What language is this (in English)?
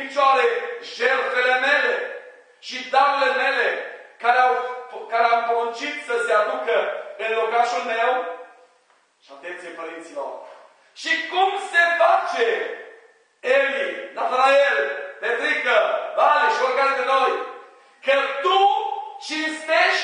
Romanian